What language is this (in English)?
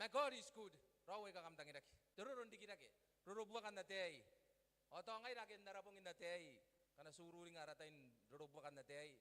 Gilbertese